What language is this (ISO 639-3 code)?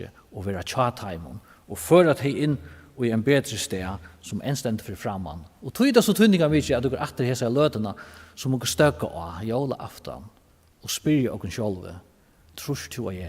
fao